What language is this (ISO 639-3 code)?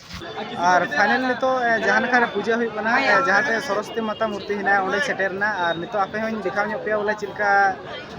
sat